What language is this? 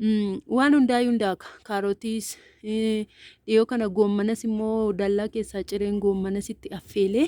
Oromo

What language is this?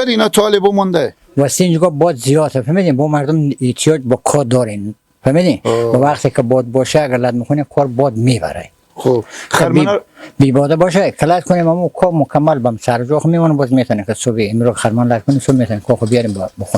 Persian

